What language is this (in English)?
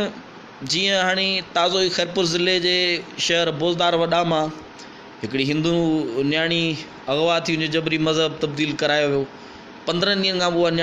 Sindhi